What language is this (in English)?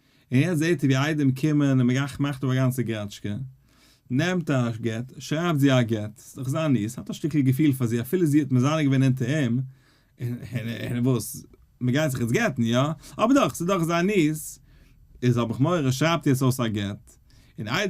Yiddish